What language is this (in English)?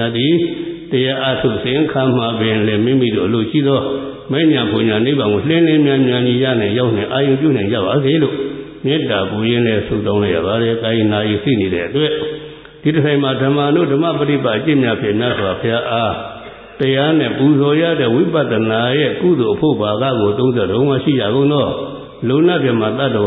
Burmese